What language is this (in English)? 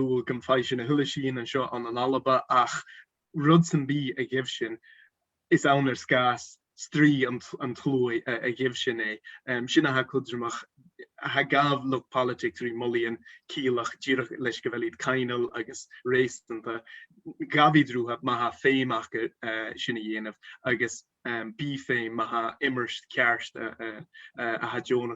Scottish Gaelic